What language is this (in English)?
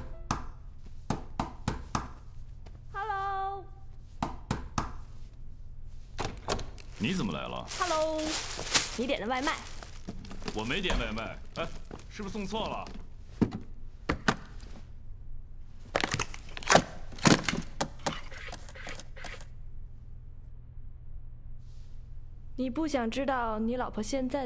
Chinese